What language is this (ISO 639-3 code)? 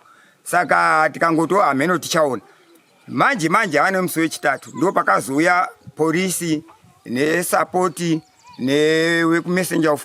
sna